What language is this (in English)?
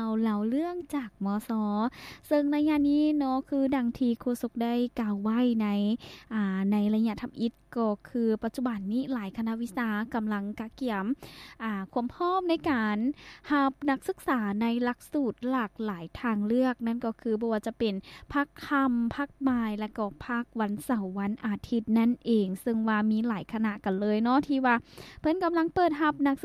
Lao